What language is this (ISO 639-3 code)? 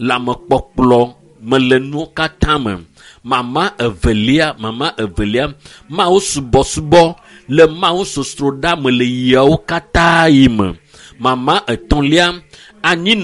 ewe